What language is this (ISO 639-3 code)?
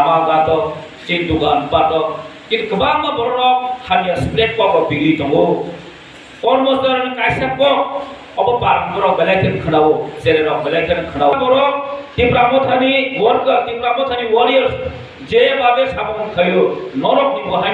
trp